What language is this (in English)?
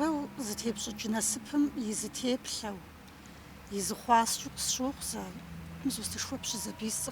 Kabardian